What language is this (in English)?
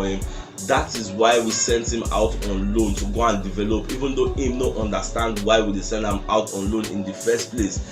Nigerian Pidgin